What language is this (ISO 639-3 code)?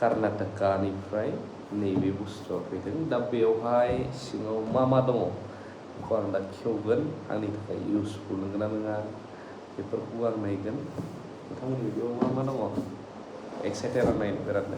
brx